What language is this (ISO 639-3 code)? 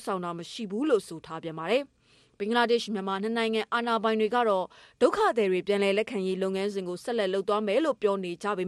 mya